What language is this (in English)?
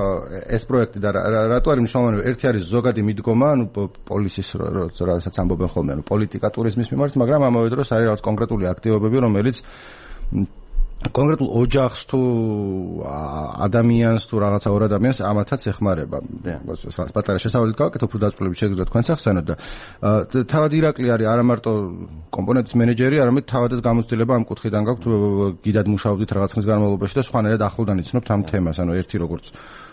Georgian